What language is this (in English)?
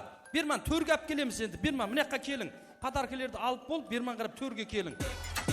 Kara-Kalpak